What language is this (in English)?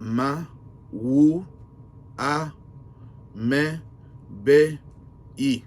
Luba-Lulua